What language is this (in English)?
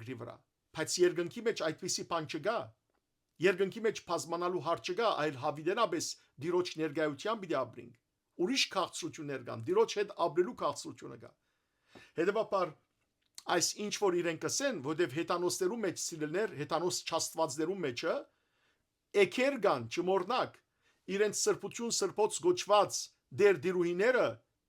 Western Armenian